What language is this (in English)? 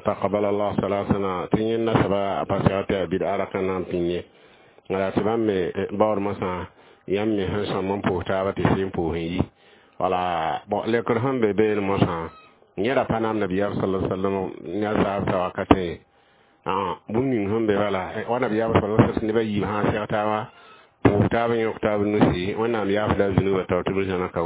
Mossi